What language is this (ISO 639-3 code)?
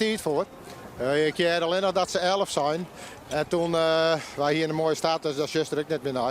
fry